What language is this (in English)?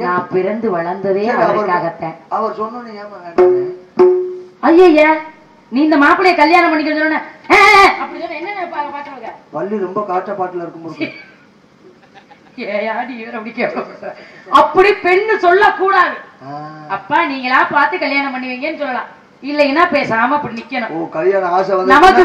Tamil